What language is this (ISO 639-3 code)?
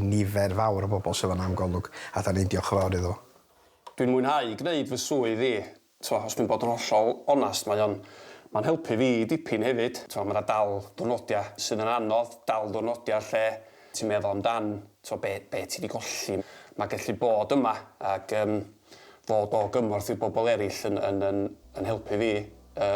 cym